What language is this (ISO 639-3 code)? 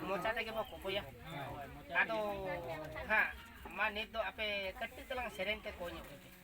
sat